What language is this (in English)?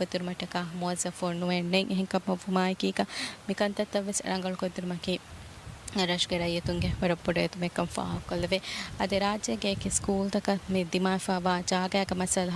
Divehi